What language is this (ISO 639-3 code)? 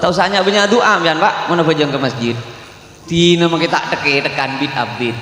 mad